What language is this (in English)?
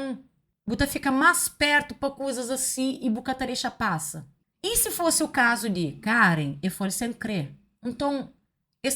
Kabuverdianu